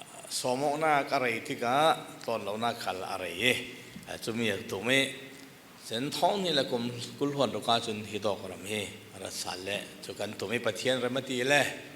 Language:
Falam Chin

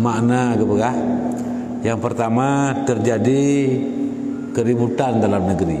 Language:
Achinese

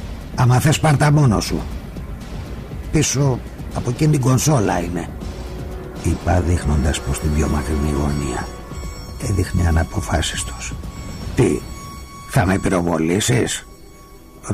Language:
Greek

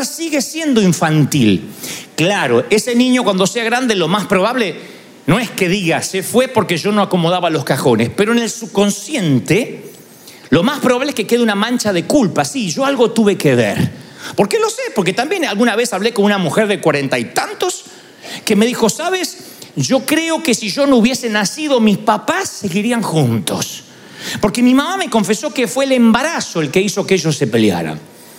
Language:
Spanish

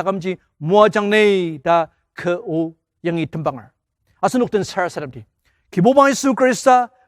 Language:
Ao Naga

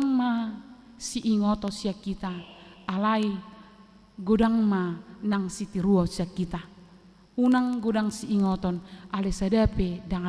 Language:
Batak Toba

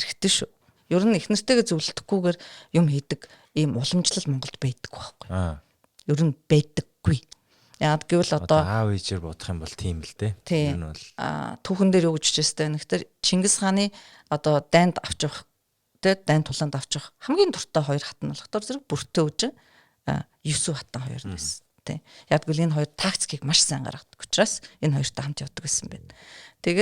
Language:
Mongolian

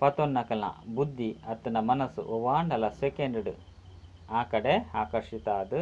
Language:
Tulu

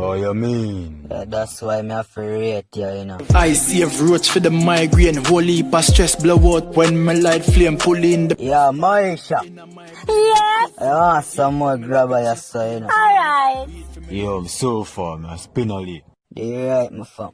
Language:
Jamaican Creole English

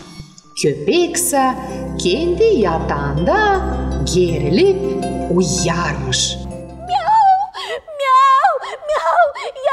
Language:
Gagauz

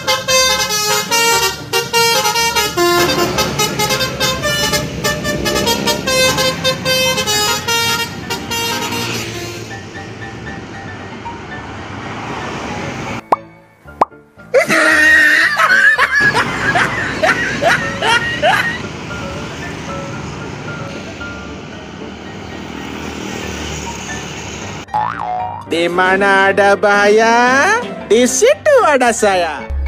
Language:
Indonesian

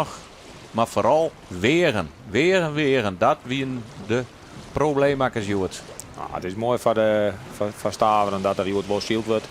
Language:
Western Frisian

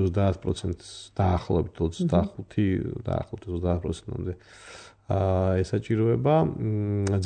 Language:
Georgian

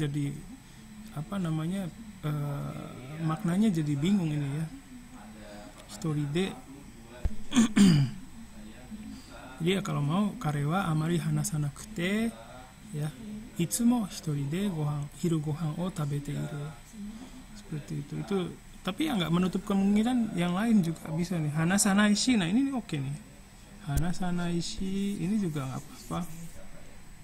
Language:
Indonesian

